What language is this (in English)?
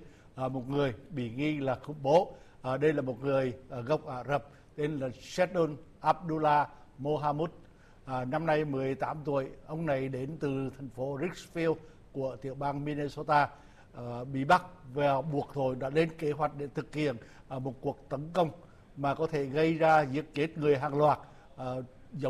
Vietnamese